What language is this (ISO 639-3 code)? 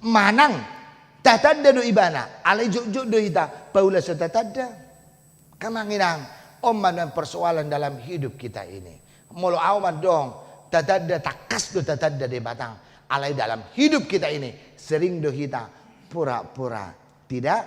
bbc